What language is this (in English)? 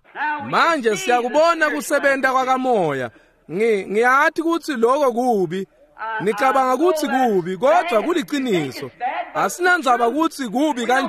Swati